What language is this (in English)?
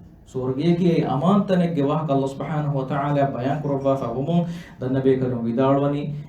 Divehi